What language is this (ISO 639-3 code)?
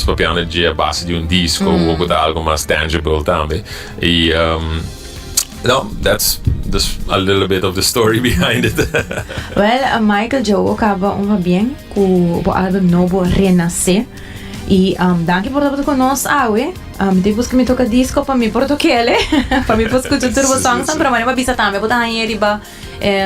pap